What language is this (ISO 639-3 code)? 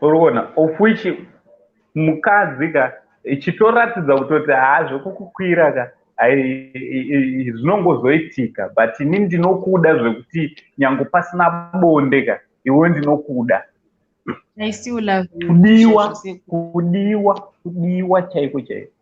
sna